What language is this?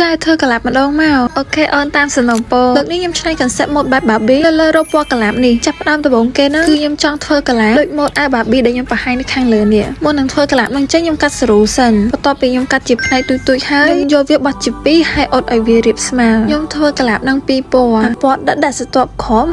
Khmer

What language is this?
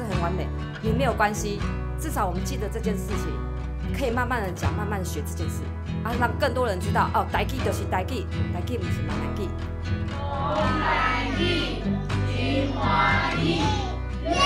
Min Nan Chinese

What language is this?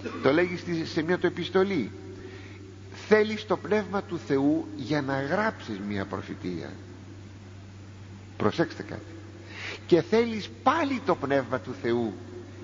Greek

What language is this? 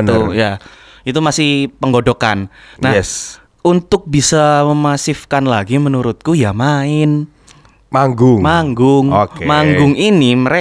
Indonesian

